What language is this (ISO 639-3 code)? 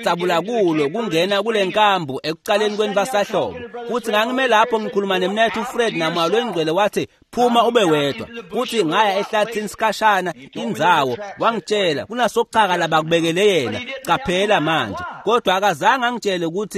ssw